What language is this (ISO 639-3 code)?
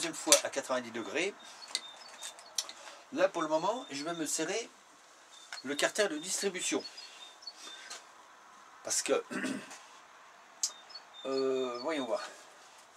fra